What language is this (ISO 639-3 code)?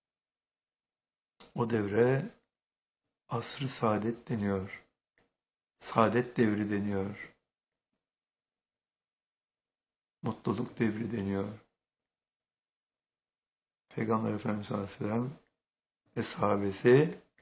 tur